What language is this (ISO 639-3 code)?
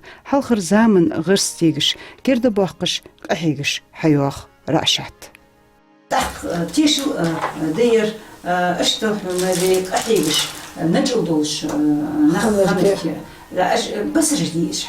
inh